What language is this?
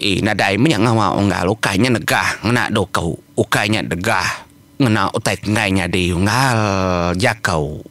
Iban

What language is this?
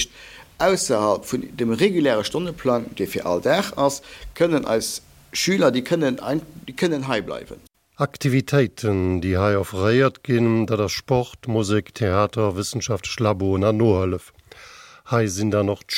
Luxembourgish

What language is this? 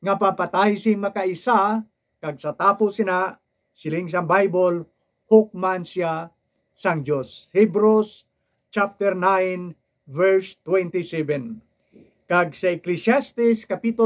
Hiligaynon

